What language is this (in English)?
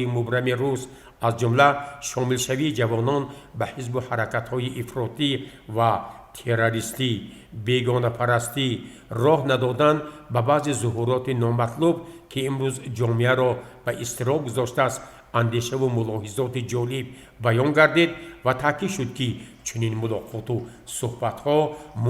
Tajik